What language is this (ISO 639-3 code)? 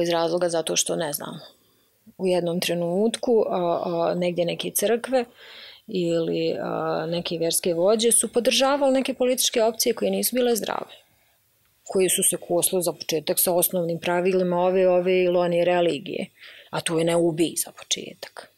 bos